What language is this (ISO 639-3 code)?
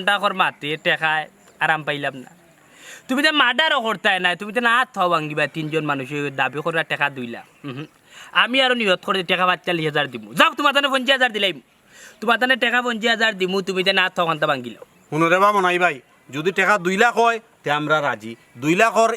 syl